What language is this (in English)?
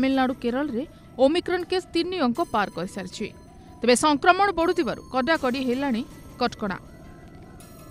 Odia